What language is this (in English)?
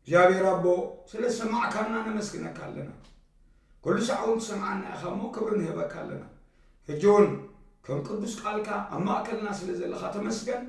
Tigrinya